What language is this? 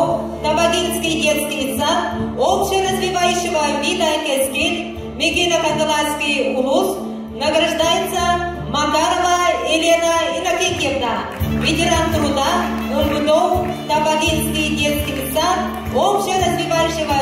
Yakut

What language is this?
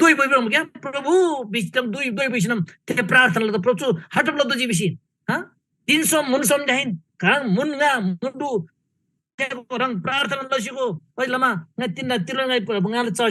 Eastern Tamang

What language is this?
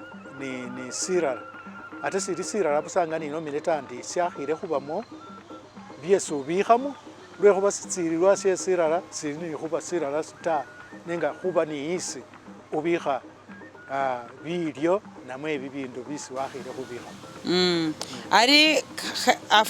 Masaaba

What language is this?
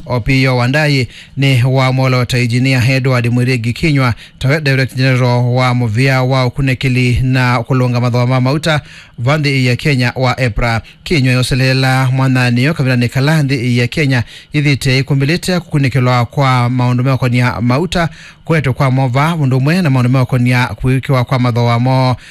Kamba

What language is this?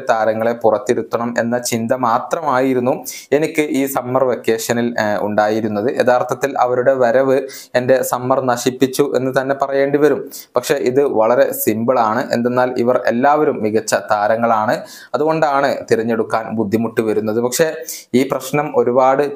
Malayalam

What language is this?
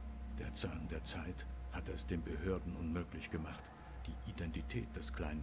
Swiss German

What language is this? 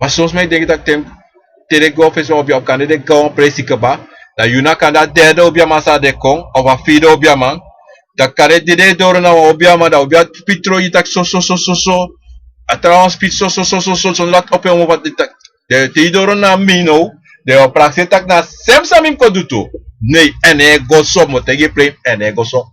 Sranan Tongo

